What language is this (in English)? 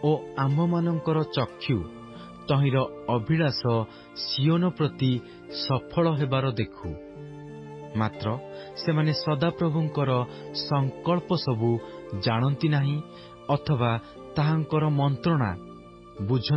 Odia